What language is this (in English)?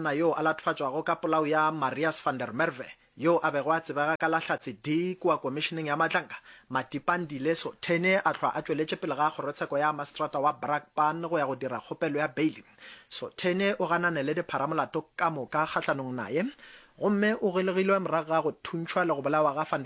Northern Sotho